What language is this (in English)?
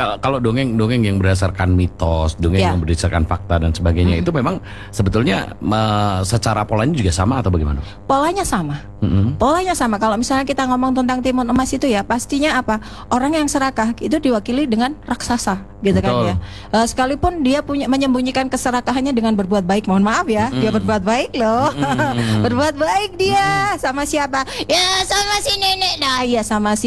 Indonesian